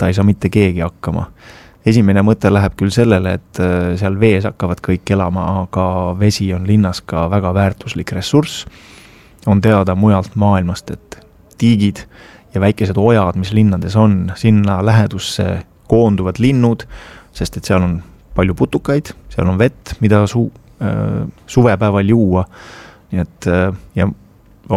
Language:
Estonian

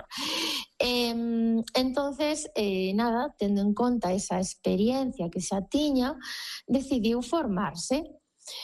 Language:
Galician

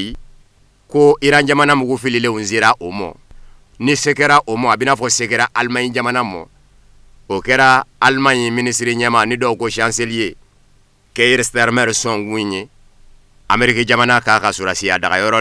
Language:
Bambara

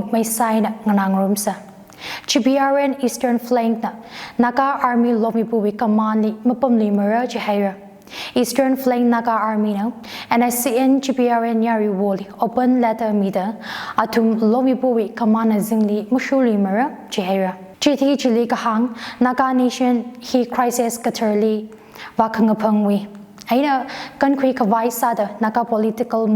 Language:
Tangkhul Naga (India)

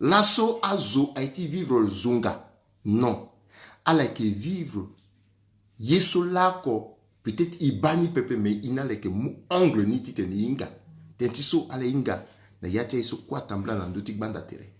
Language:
Sango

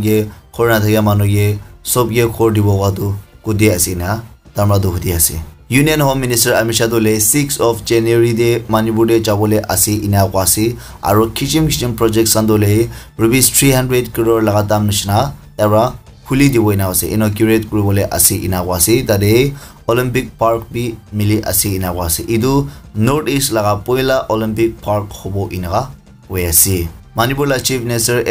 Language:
Naga Pidgin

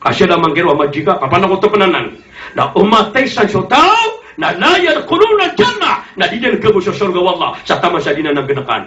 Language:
Maranao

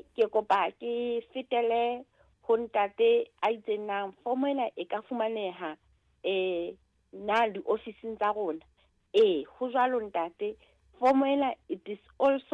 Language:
Southern Sotho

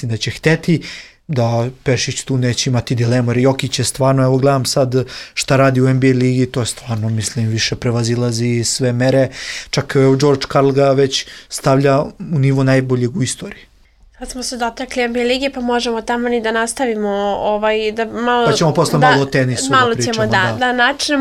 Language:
Serbian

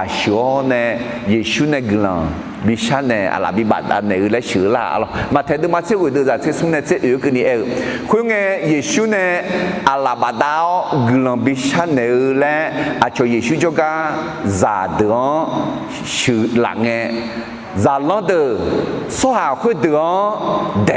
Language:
Akha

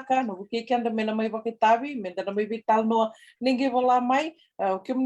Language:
Fijian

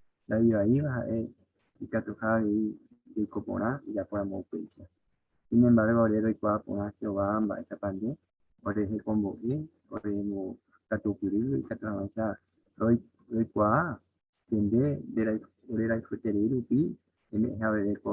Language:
Guarani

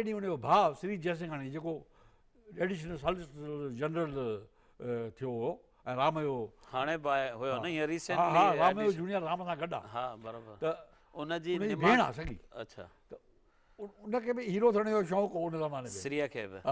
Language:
Sindhi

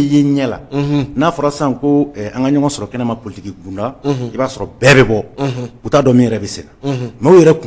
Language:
Bambara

